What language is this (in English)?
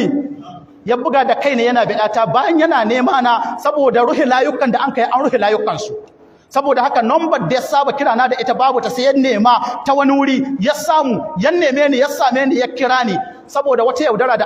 Hausa